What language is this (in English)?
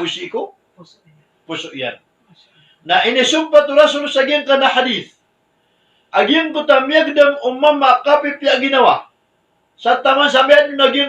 Maranao